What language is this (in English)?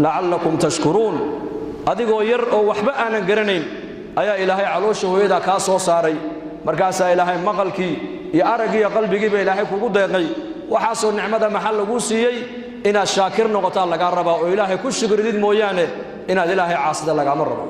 Somali